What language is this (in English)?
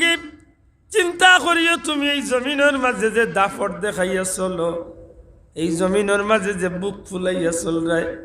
Sylheti